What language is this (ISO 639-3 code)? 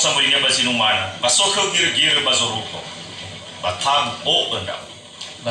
nia